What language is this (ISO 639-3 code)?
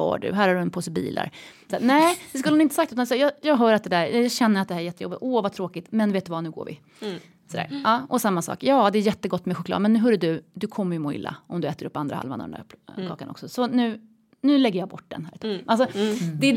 swe